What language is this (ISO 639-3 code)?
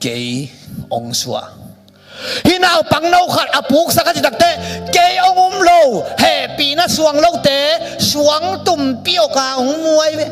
ctd